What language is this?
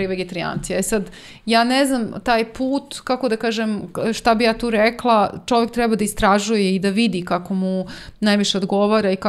Serbian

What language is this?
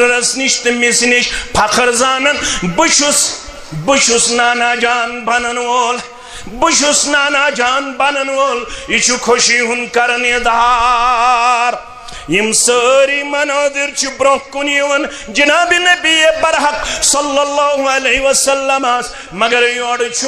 Kashmiri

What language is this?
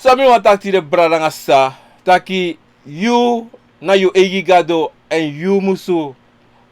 Sranan Tongo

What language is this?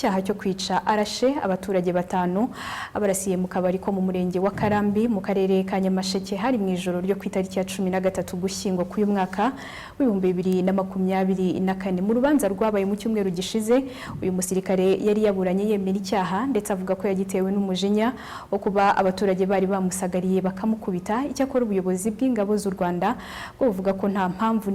Kinyarwanda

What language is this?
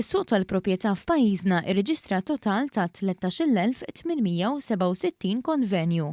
Maltese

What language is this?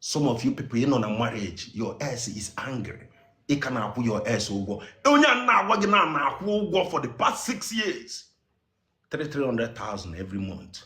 Igbo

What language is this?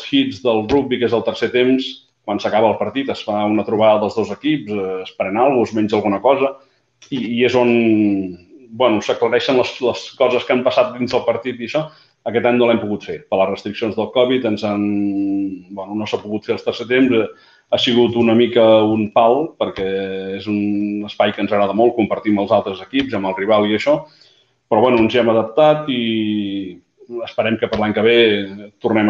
Catalan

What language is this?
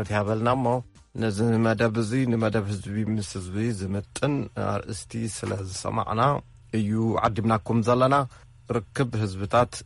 Tigrinya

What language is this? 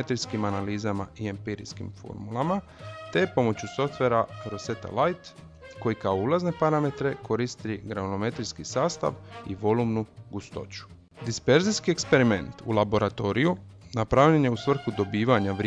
Croatian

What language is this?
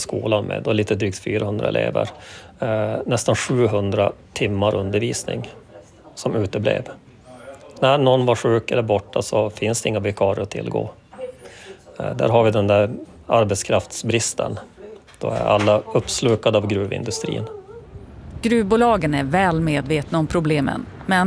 Swedish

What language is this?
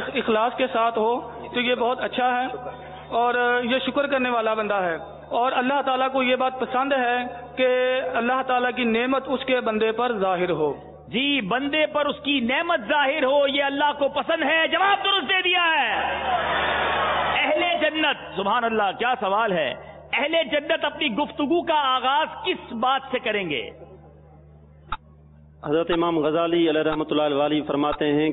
Urdu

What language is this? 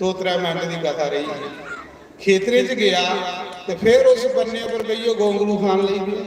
Dogri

